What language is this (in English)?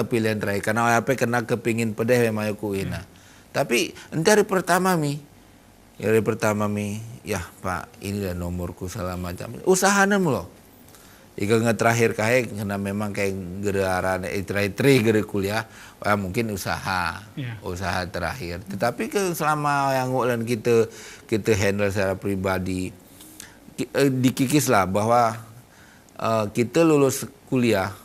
Gayo